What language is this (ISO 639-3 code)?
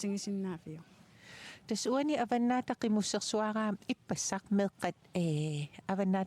kal